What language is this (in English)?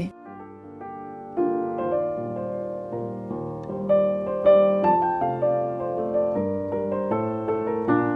Basque